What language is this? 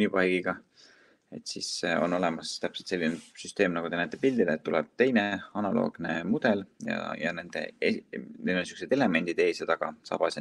Estonian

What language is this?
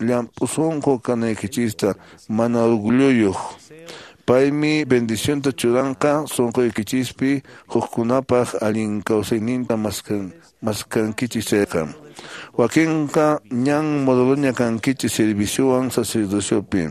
Quechua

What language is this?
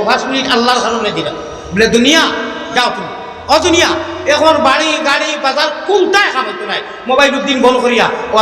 Sylheti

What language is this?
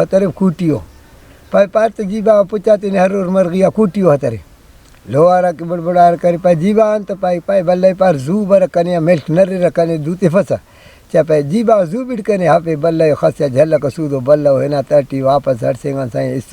Brahui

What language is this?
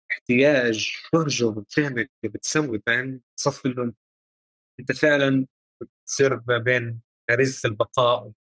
North Levantine Arabic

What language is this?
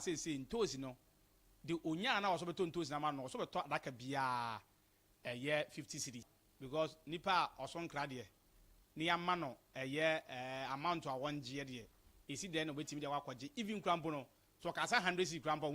Akan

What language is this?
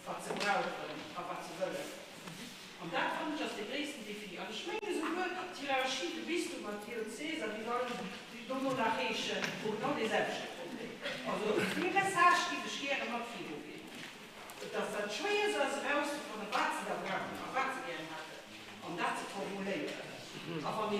Luxembourgish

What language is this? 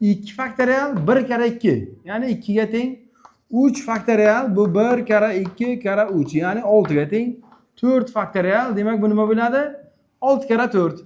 Uzbek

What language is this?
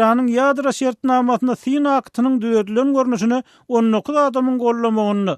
Turkmen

